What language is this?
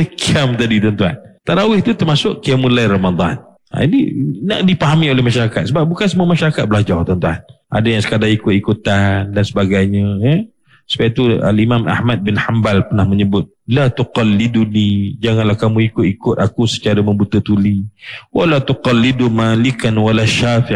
Malay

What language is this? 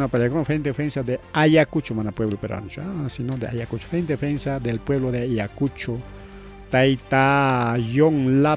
Ayacucho Quechua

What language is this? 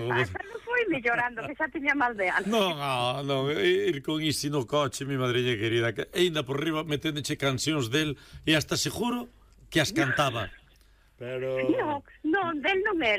Galician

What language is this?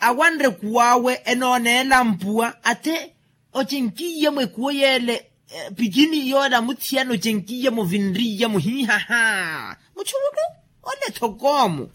Makhuwa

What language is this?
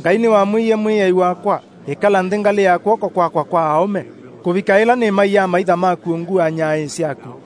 Kamba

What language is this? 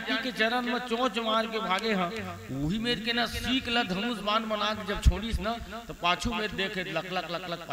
Chhattisgarhi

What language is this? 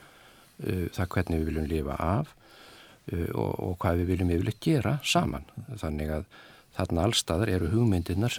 Icelandic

